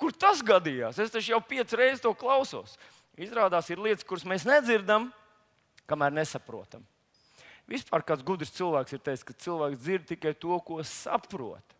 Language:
Latvian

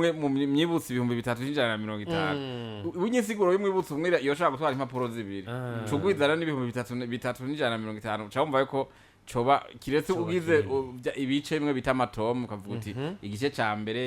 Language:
Rundi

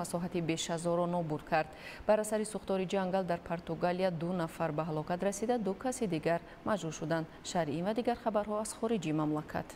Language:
Tajik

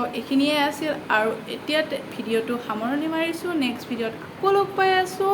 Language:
Assamese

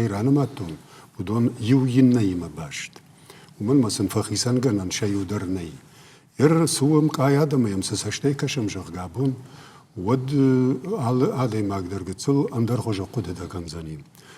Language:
Ossetic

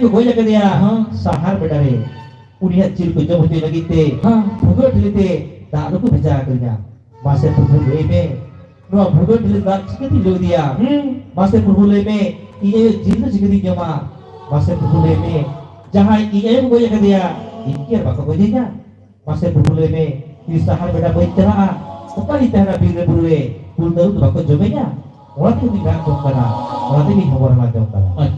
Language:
Santali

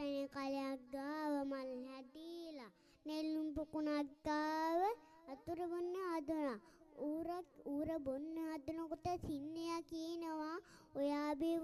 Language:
Sinhala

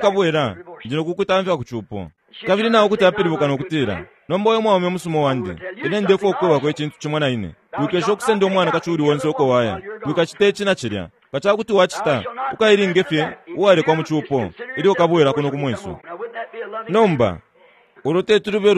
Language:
Bemba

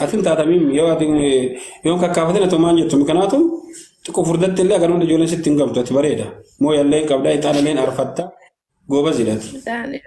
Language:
Oromo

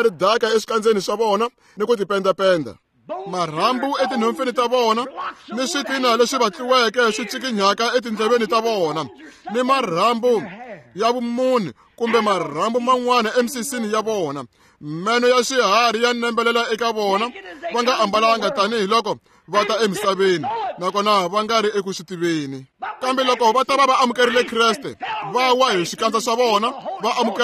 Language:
Tsonga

